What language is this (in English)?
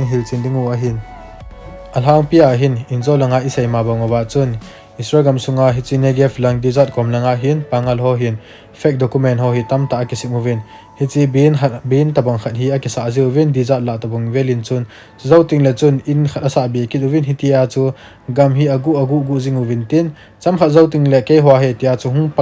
Thado Chin